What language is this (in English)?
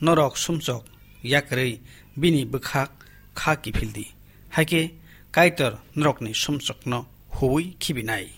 Kok Borok